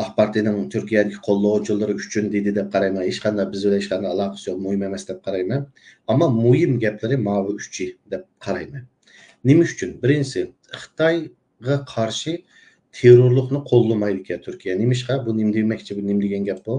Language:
Uyghur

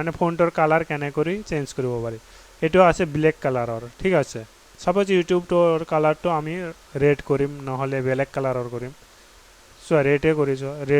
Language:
Assamese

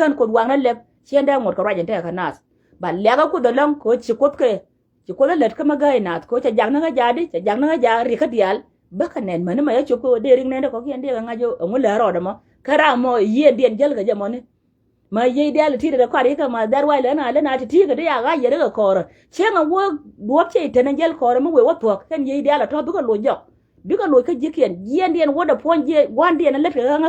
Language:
Nuer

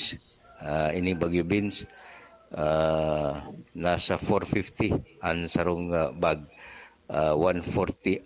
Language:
Bikol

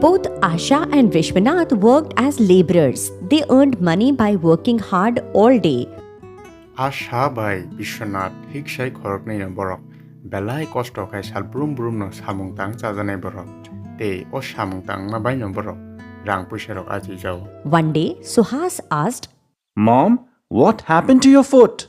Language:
Kok Borok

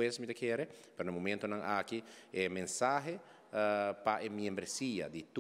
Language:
Papiamento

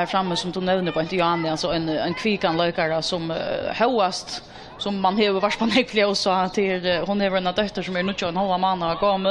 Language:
Faroese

